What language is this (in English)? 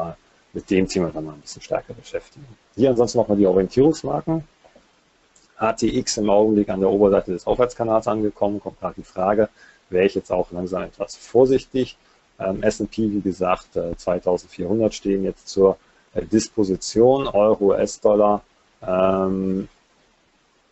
German